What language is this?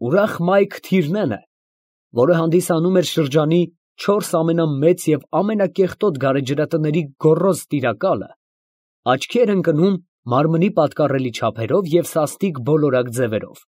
Armenian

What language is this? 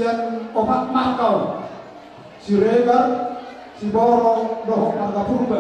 Batak Toba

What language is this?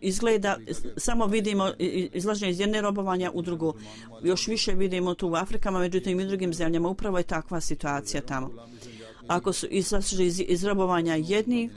Bosnian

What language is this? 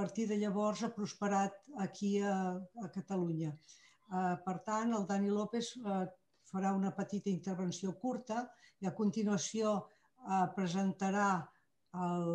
Catalan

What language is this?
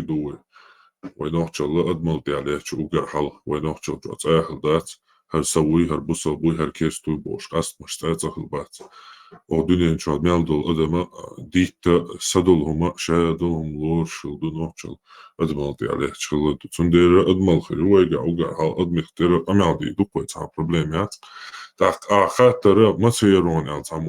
Chechen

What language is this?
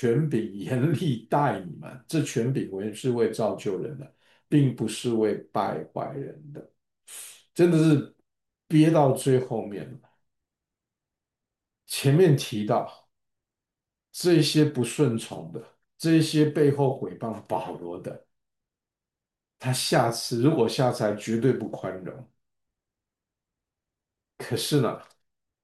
Chinese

